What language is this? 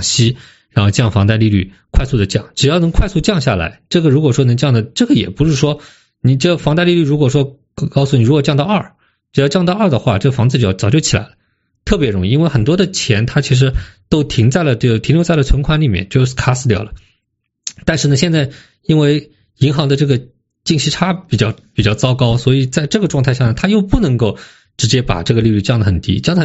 Chinese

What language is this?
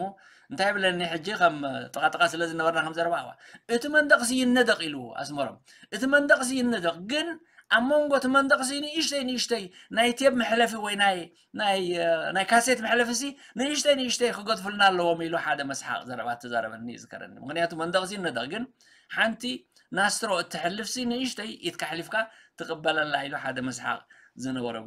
Tigrinya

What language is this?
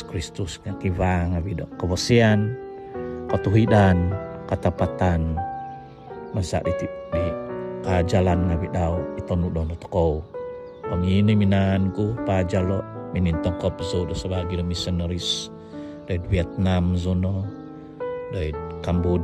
Central Dusun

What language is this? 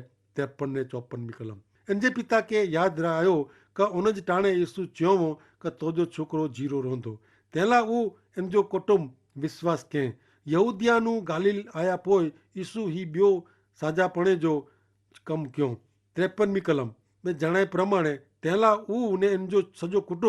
Kachhi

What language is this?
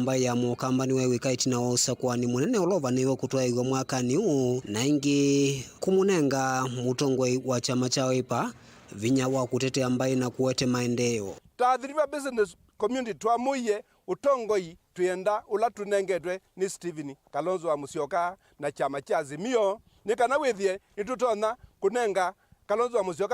Kamba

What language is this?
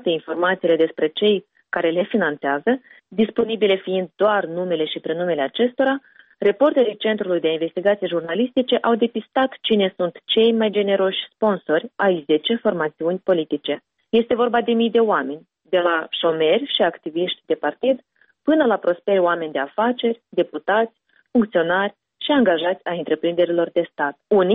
Romanian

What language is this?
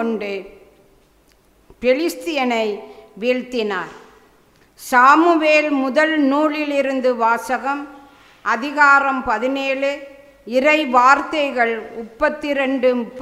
Tamil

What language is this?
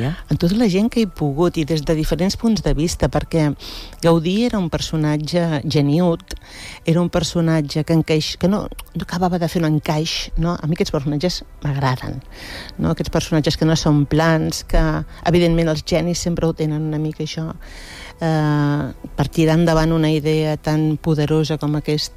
Catalan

